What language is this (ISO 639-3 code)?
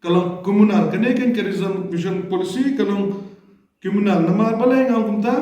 kha